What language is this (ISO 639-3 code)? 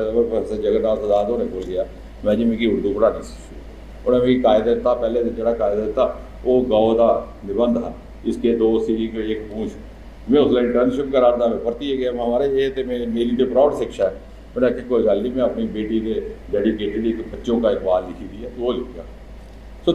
doi